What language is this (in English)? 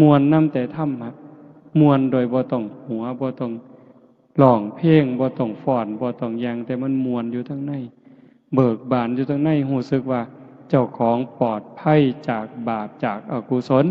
Northeastern Thai